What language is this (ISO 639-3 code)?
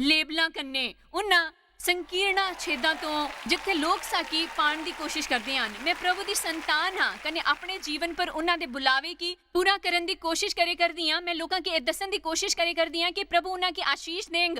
doi